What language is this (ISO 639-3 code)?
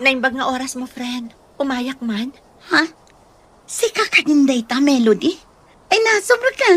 ilo